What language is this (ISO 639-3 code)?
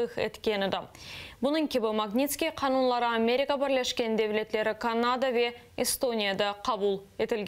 crh